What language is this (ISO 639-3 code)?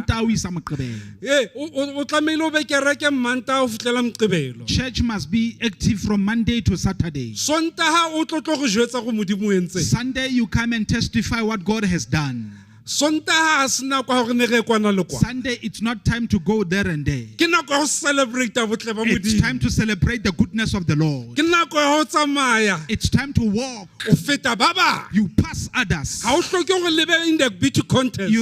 sot